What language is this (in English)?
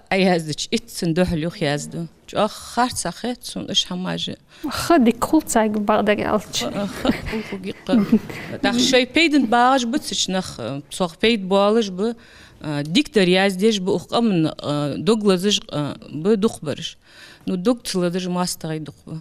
Ingush